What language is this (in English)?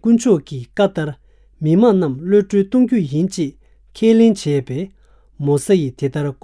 Tibetan